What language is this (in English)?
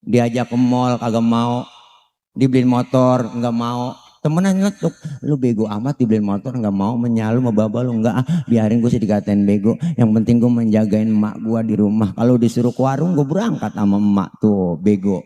Betawi